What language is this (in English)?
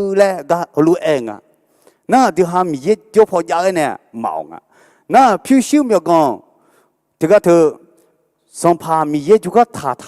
Akha